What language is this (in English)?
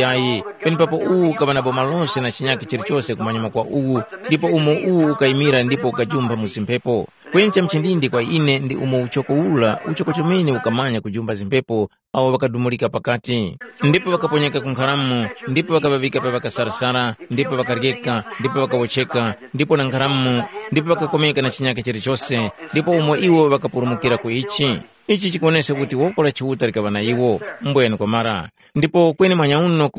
Tumbuka